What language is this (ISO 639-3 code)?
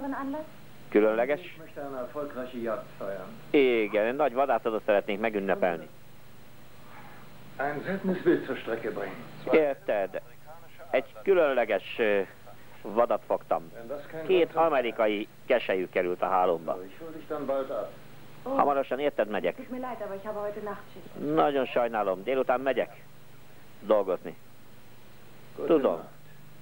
hun